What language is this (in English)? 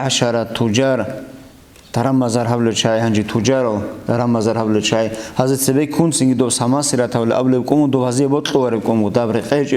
Avaric